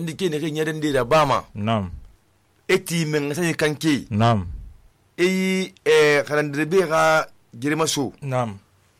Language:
Susu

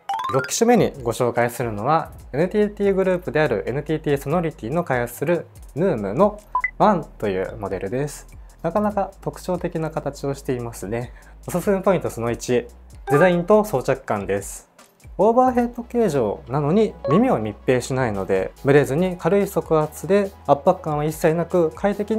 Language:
Japanese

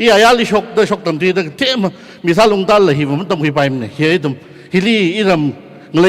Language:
Tangkhul Naga (India)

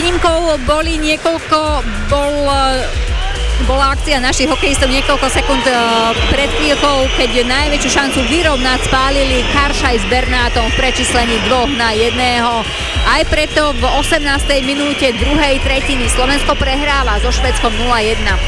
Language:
Slovak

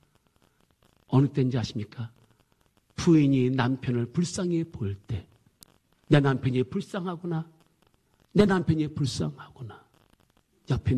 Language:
Korean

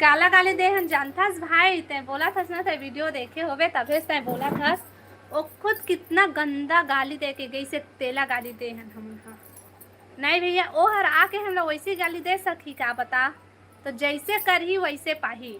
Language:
Chhattisgarhi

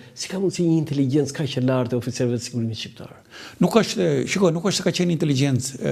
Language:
Albanian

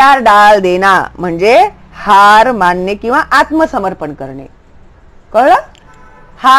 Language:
Marathi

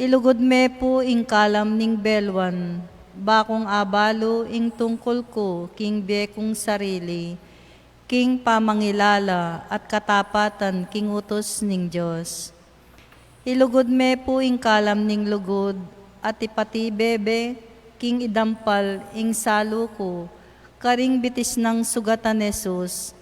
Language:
Pampanga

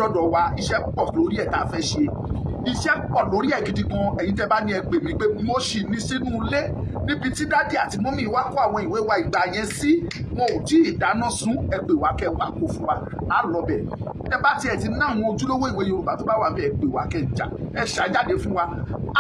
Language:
Yoruba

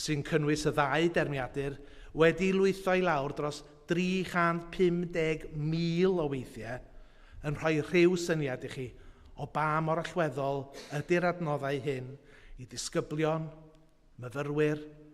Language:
Welsh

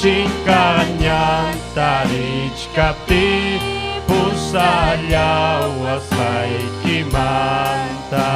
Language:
Ayacucho Quechua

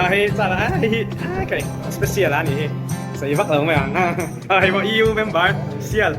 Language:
Mizo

